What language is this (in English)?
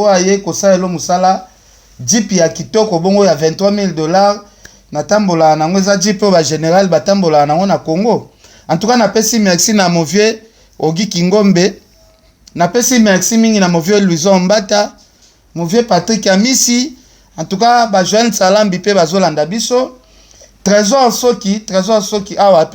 Lingala